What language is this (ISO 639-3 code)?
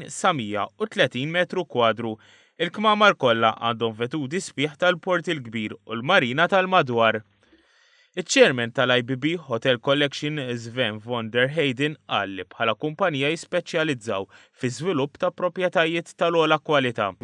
mlt